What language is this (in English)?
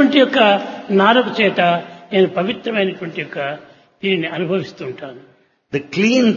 Telugu